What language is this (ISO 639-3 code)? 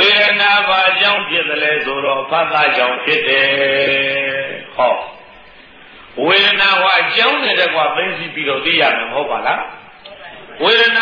mya